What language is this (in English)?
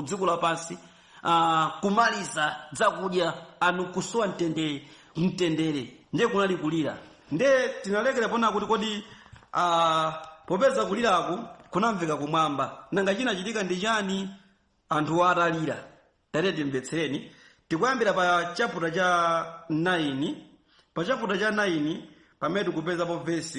Nyanja